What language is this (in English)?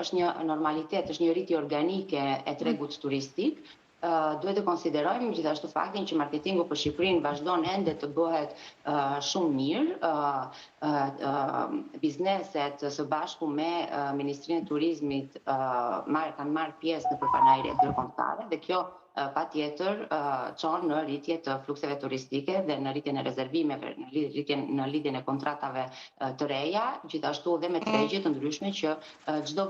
Albanian